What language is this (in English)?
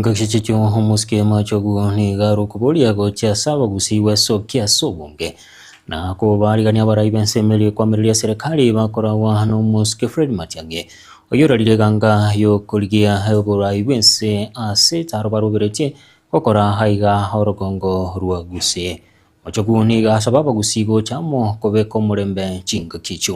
Gusii